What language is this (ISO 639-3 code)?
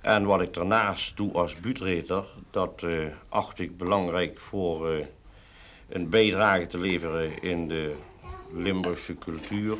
lim